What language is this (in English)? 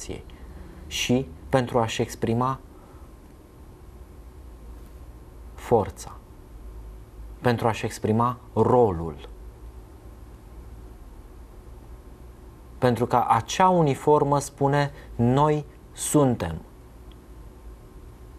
Romanian